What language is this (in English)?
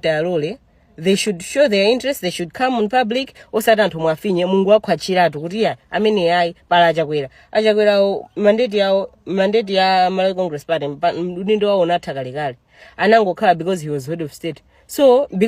Nyanja